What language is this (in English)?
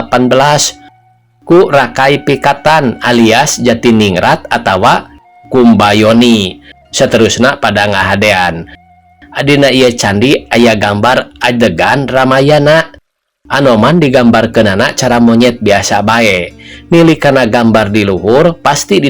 Sundanese